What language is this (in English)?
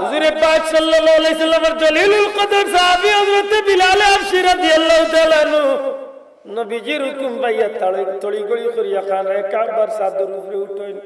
Sylheti